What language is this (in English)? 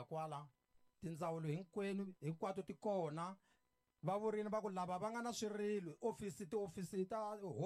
Tsonga